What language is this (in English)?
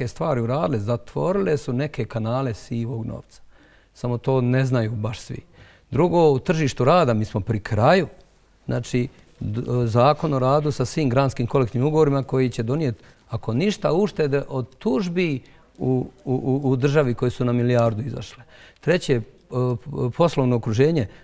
Bosnian